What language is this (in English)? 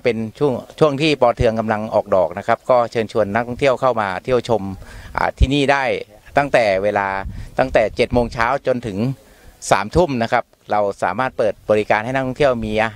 Thai